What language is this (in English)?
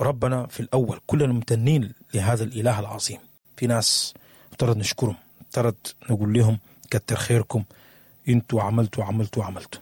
Sudanese Arabic